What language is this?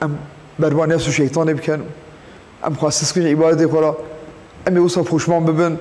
Kurdish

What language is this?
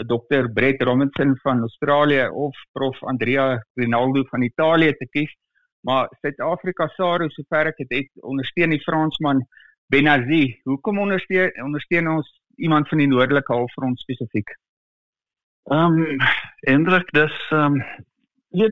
Afrikaans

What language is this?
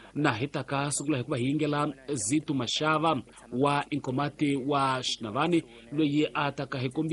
Tsonga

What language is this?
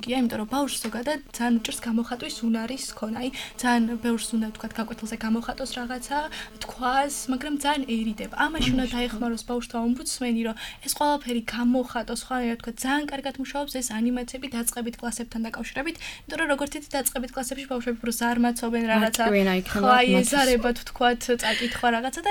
Georgian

